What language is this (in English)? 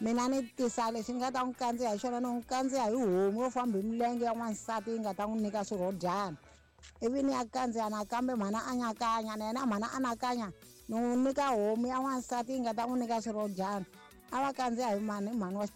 Tsonga